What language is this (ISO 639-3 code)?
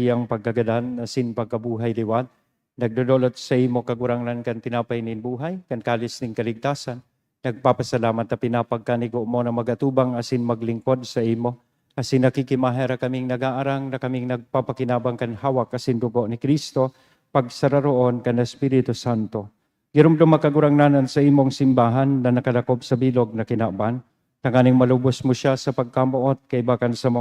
bik